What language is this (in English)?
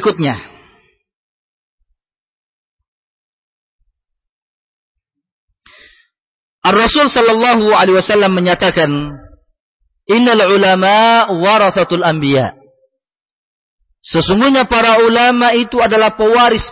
Indonesian